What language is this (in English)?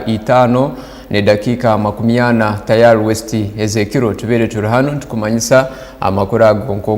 Tooro